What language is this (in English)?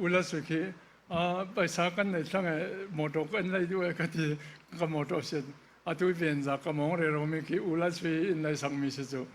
Falam Chin